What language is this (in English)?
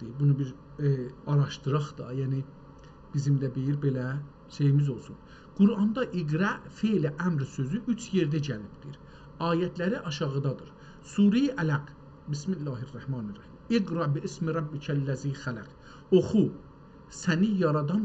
South Azerbaijani